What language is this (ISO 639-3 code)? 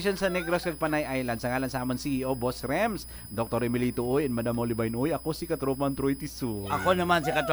hil